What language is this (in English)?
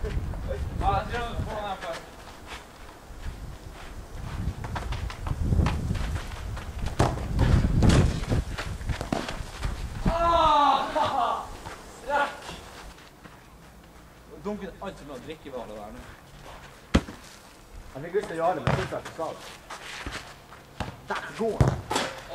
Norwegian